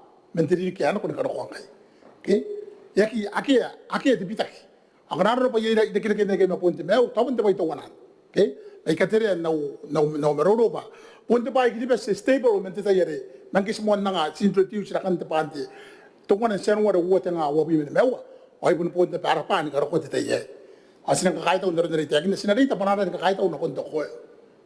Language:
Gilbertese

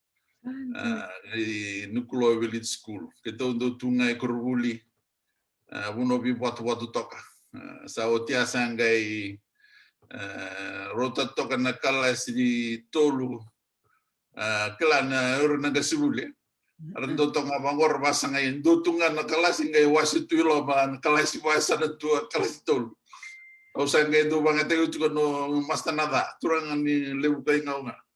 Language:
Fijian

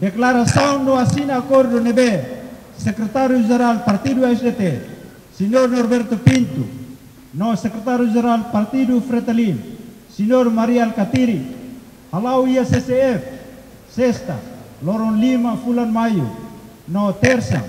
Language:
Tetum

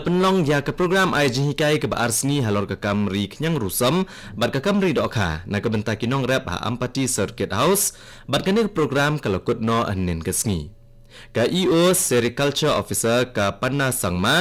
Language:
Khasi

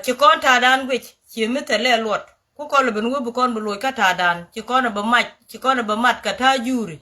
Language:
Nuer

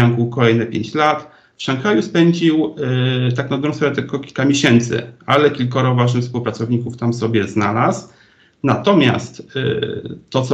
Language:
Polish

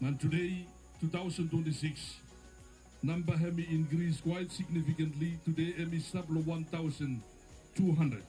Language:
Bislama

